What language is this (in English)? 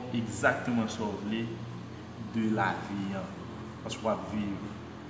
Haitian Creole